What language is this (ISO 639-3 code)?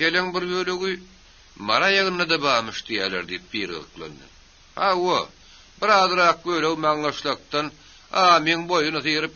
tuk